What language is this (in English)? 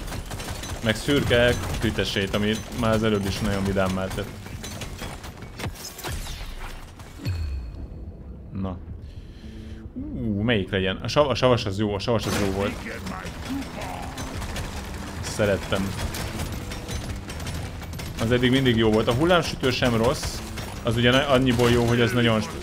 Hungarian